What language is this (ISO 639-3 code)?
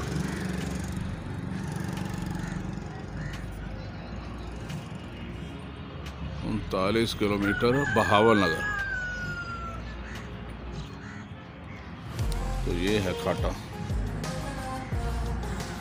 hin